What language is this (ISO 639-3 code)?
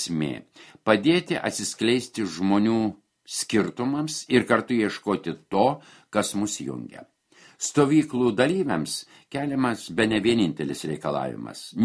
lit